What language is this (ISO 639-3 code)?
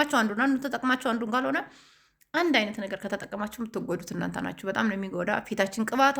amh